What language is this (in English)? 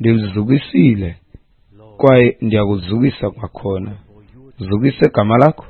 Xhosa